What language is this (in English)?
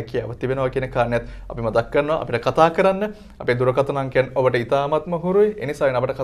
Sinhala